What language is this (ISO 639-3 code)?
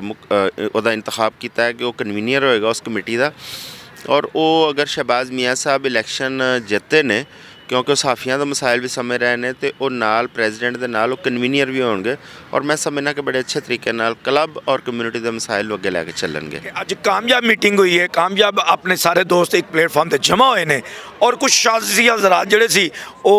lah